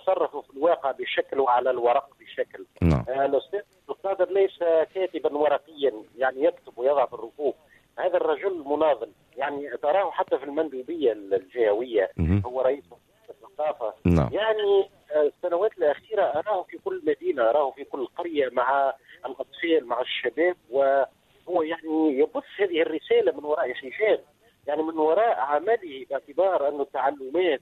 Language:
Tunisian Arabic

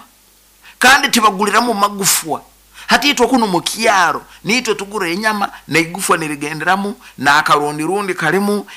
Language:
Nyoro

